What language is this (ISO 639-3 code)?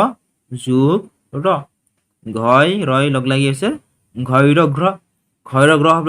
asm